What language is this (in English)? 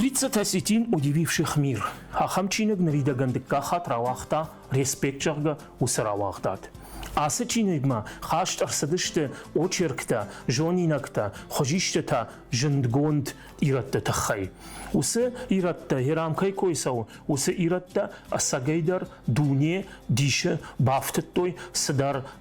Ossetic